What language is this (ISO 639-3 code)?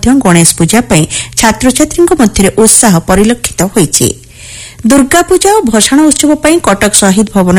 ori